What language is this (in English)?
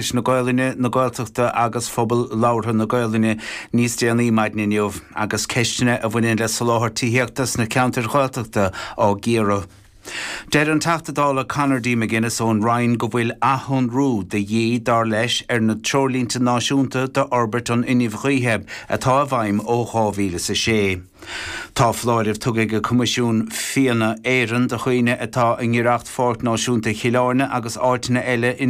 Irish